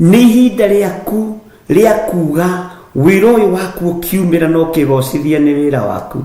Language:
Kikuyu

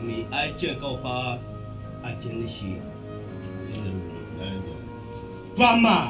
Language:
Dagbani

